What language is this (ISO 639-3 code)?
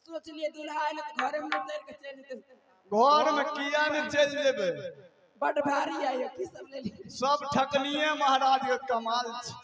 mai